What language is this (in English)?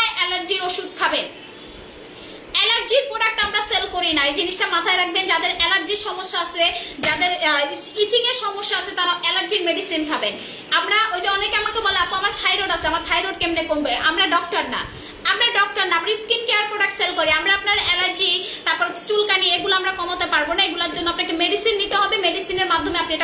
Bangla